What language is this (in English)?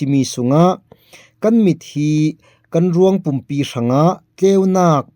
Falam Chin